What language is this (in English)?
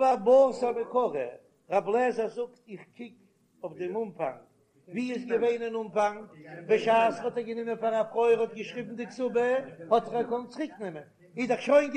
Yiddish